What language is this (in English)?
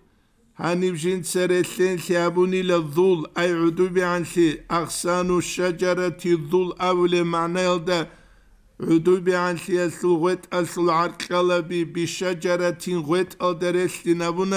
Avaric